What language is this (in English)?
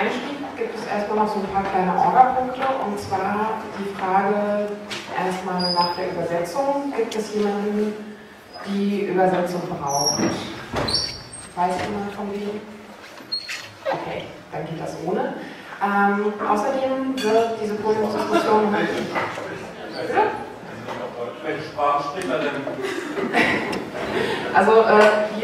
German